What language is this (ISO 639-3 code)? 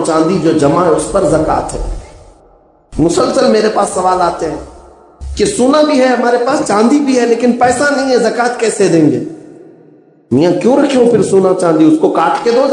urd